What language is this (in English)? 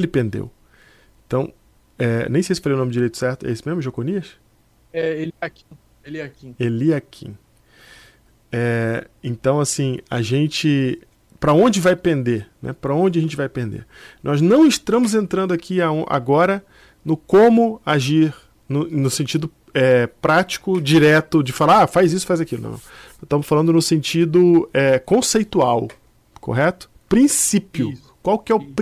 Portuguese